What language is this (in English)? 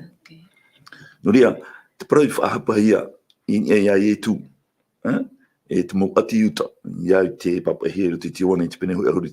Tahitian